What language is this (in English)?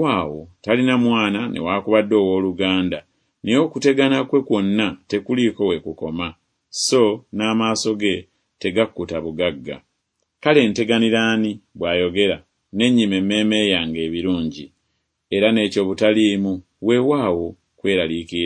Ganda